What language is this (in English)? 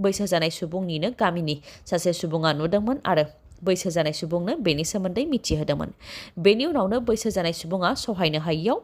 Bodo